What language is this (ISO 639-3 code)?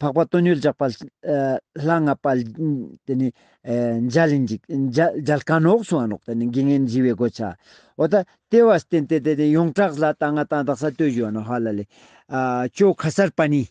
lbj